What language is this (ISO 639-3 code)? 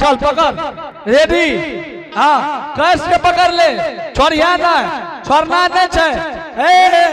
anp